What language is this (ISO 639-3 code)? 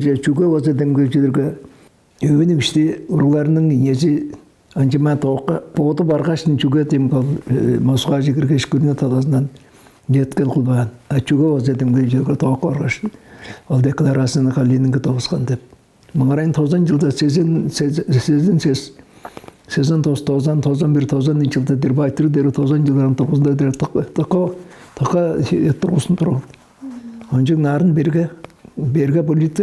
tyv